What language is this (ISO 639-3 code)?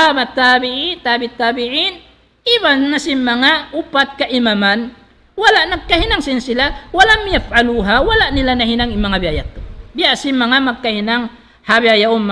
tsg